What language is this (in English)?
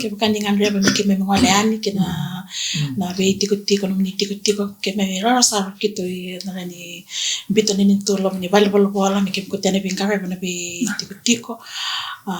Fijian